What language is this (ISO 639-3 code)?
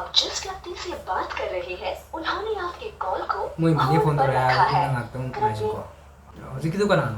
mni